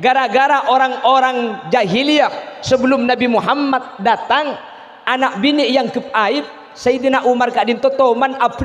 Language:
Madurese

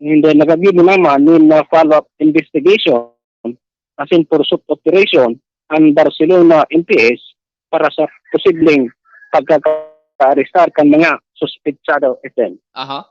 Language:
Bikol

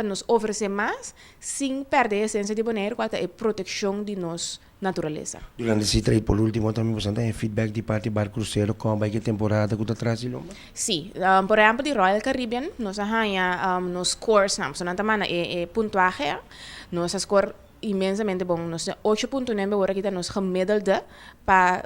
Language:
Papiamento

